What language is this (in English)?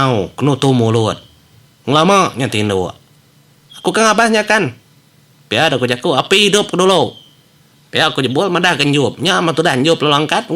Iban